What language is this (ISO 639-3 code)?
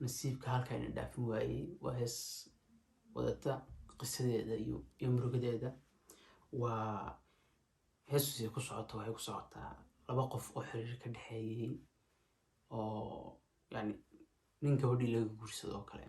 som